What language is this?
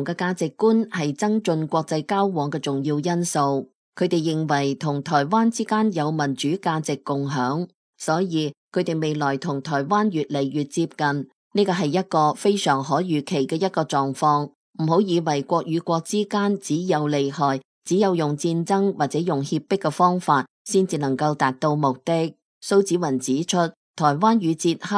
Cantonese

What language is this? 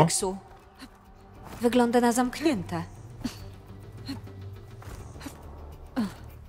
Polish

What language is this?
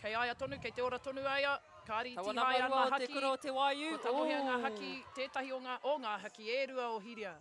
Māori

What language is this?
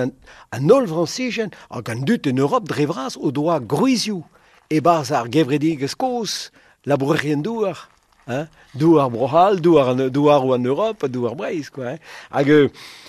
Breton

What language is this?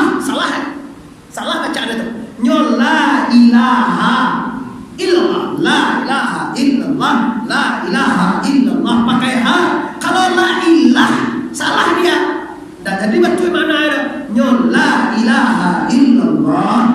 Minangkabau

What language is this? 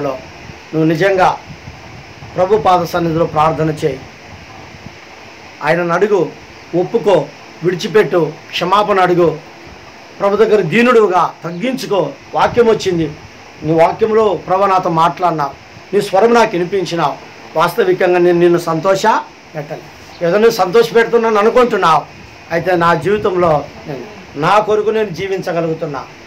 Telugu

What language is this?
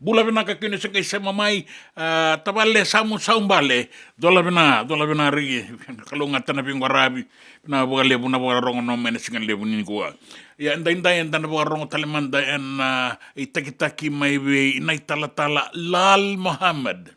Fijian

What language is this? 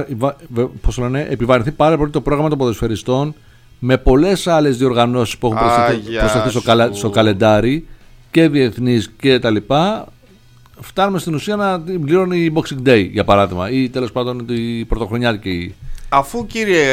Greek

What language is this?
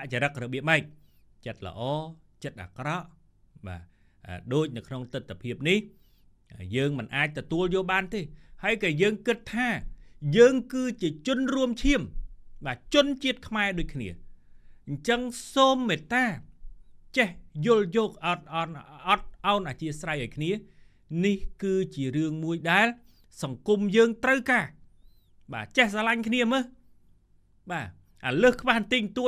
Khmer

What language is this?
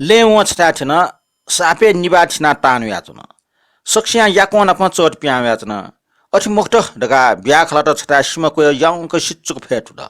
Newari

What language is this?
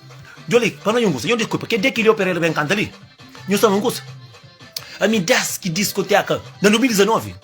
Kabuverdianu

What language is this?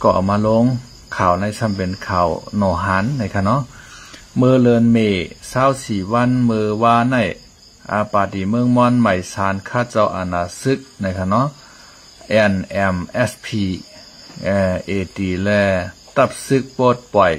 Shan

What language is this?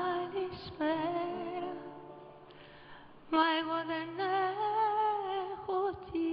Greek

